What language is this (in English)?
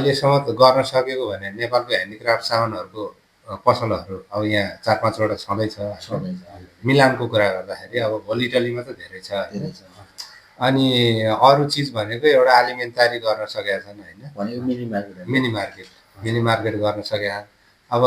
Nepali